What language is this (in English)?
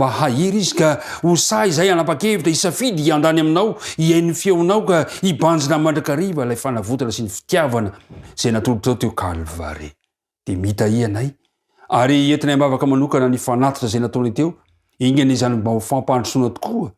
Malagasy